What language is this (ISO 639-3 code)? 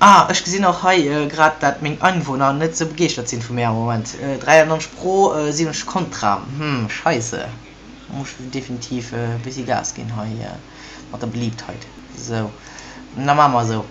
ltz